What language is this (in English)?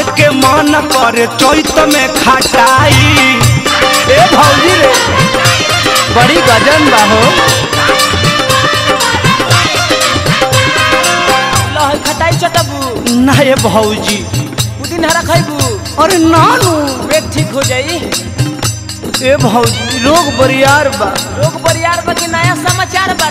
Bhojpuri